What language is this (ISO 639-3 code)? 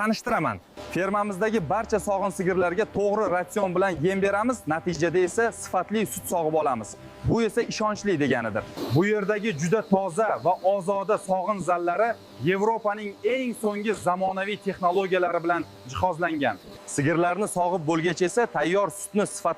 uzb